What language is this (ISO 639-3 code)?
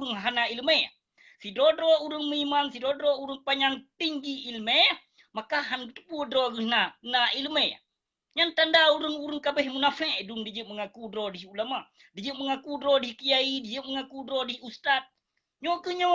ace